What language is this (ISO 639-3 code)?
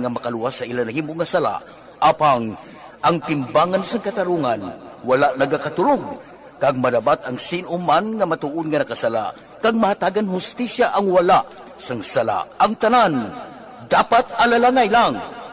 hil